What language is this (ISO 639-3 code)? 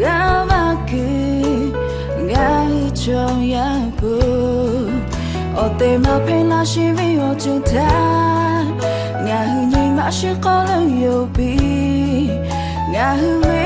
lhu